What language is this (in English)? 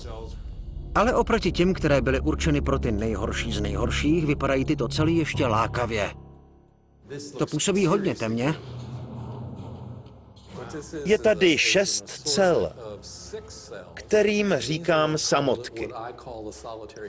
Czech